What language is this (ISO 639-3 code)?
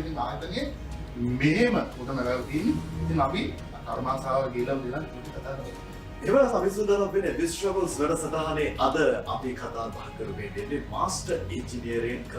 sin